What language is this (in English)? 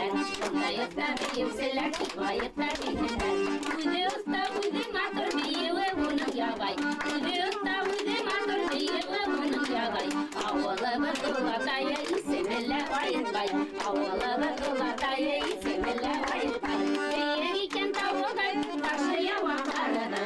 Bashkir